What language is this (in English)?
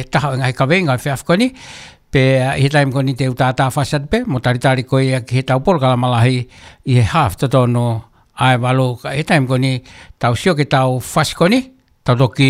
Tongan